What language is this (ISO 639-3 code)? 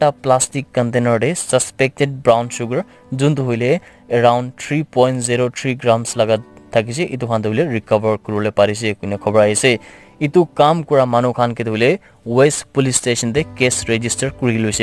nag